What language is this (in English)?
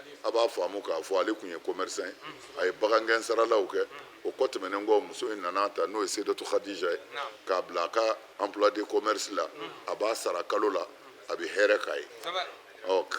Bambara